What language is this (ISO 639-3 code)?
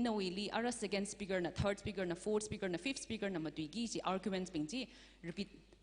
nmf